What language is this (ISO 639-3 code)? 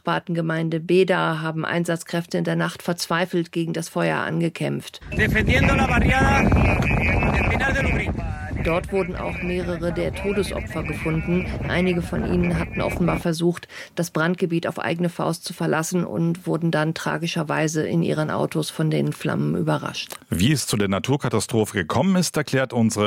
deu